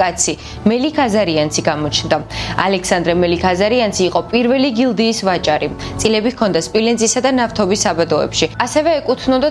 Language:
Georgian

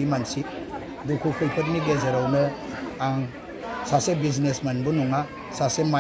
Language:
Bodo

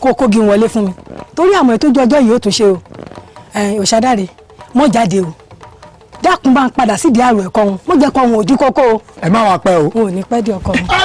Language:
Yoruba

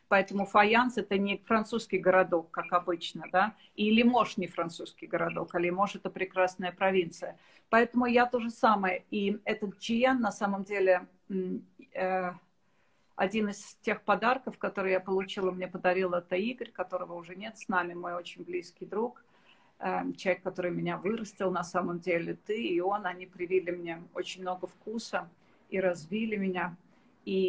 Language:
Russian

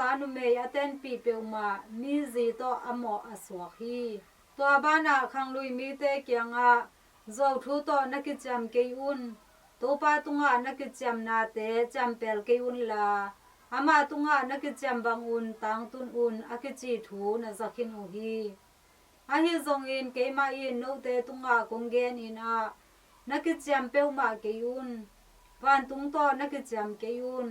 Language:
Tedim Chin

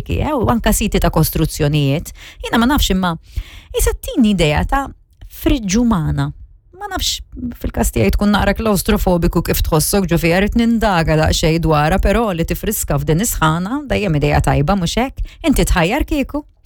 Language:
Maltese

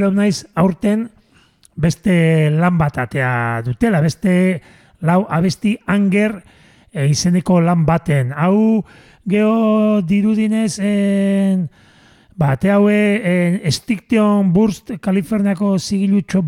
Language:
Basque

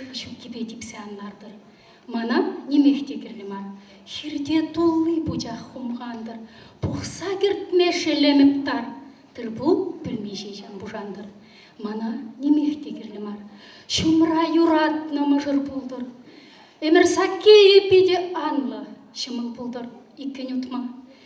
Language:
Chuvash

